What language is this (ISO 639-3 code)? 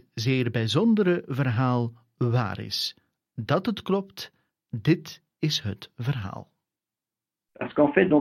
nld